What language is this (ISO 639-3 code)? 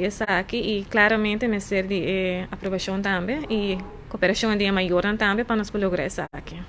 pap